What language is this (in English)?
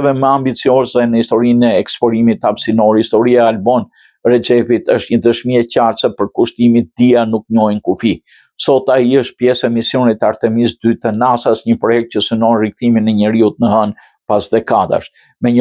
Albanian